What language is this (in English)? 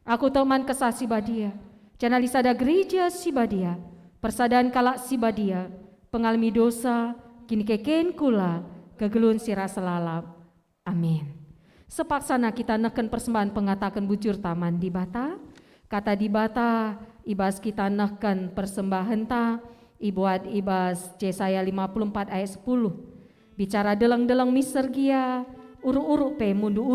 Batak Karo